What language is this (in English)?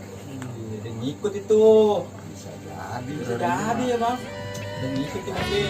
Betawi